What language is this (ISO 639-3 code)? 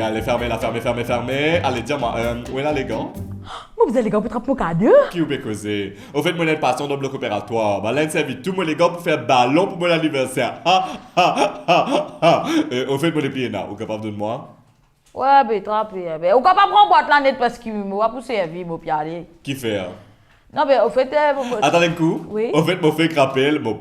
mfe